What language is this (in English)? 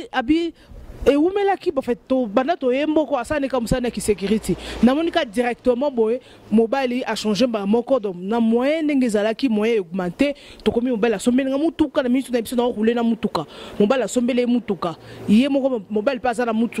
Lingala